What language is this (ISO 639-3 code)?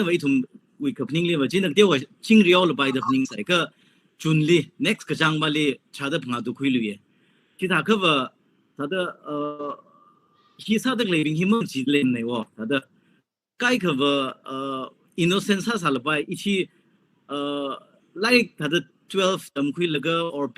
nmf